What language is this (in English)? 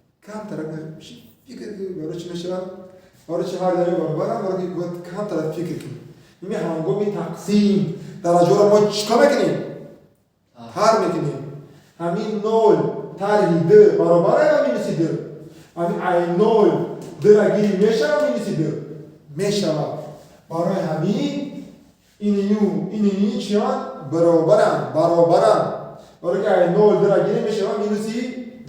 Tajik